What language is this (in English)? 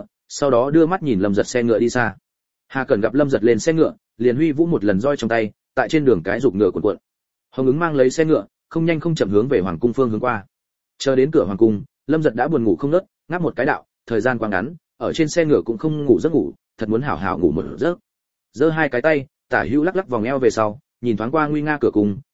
Vietnamese